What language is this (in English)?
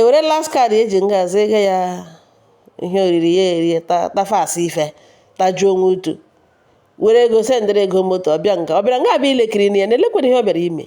Igbo